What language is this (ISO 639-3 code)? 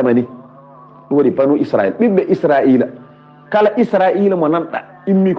ful